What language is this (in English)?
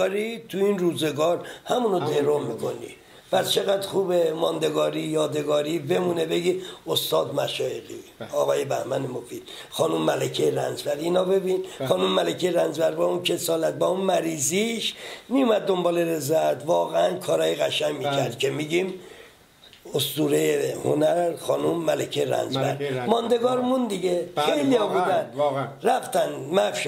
Persian